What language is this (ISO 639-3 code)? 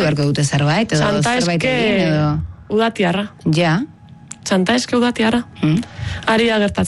eus